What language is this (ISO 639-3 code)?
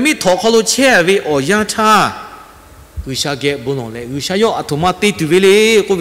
lhu